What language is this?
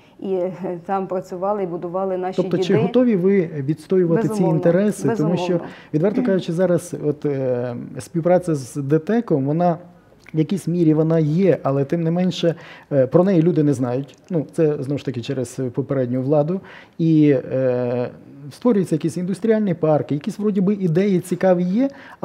Ukrainian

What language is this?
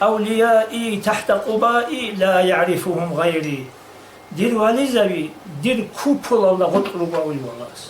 Avaric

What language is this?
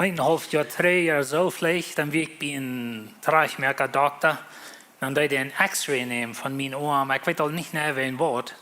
Plautdietsch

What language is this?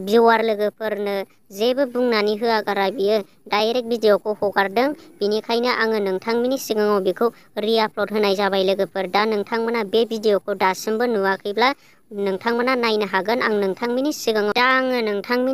Bodo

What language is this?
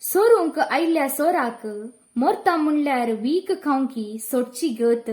Konkani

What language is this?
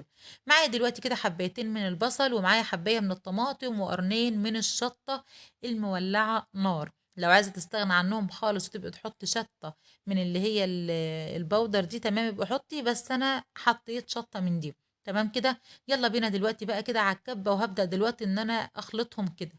Egyptian Arabic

